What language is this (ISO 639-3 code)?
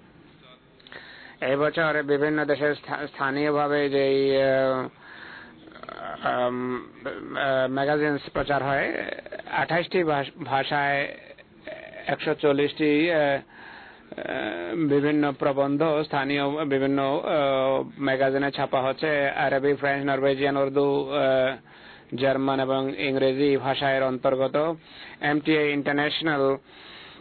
ben